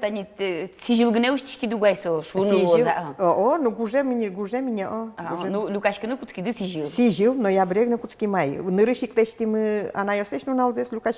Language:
Udmurt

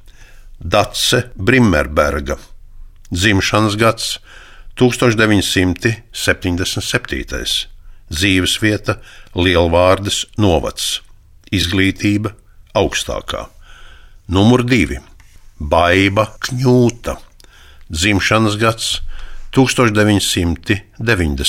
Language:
Latvian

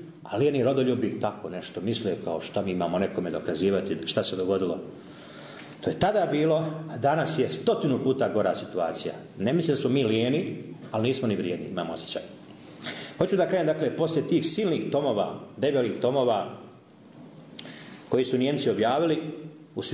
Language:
Croatian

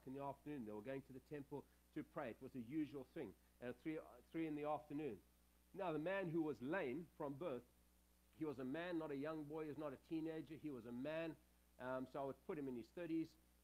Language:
English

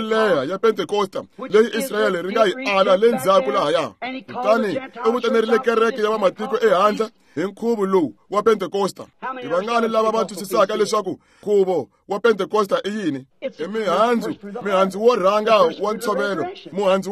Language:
Tsonga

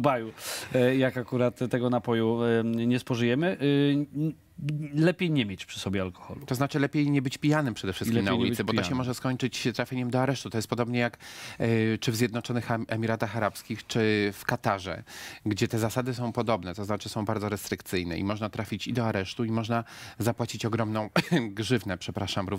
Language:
Polish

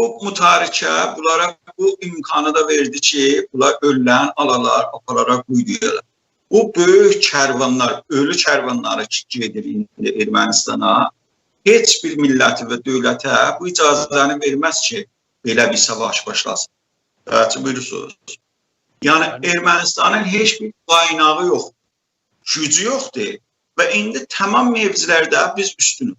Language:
South Azerbaijani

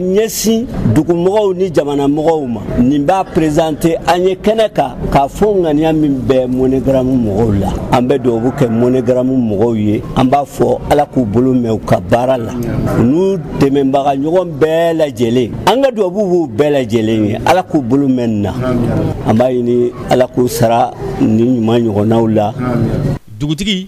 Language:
Bambara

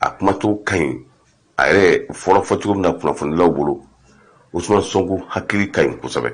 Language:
Bambara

